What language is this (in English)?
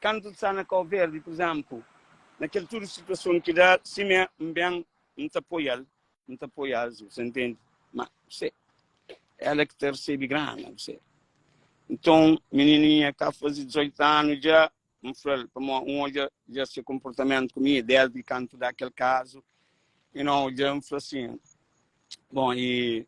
Kabuverdianu